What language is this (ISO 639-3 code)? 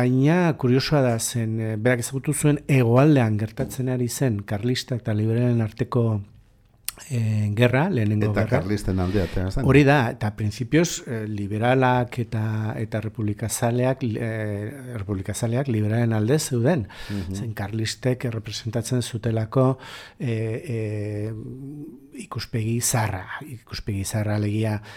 eus